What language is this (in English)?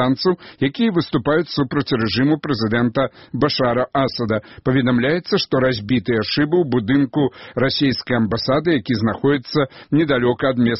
Belarusian